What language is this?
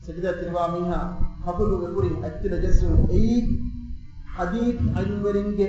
Divehi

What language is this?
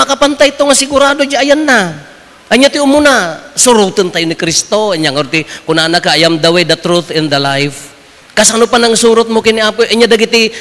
Iloko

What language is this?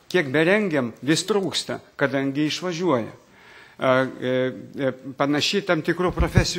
Lithuanian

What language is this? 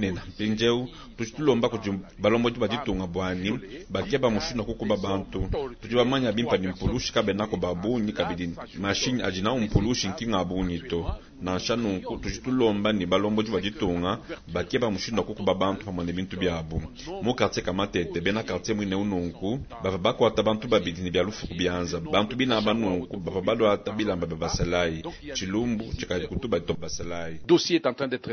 Luba-Lulua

